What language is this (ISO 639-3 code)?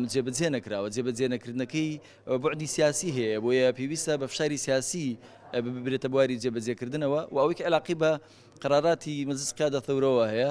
ckb